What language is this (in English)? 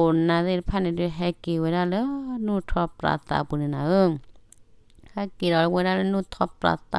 S'gaw Karen